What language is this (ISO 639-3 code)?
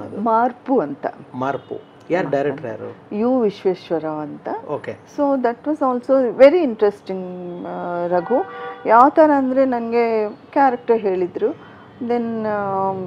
kan